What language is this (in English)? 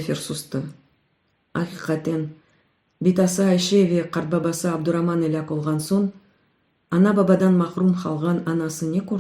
Crimean Tatar